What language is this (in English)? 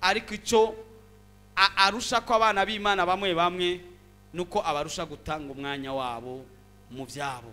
Rundi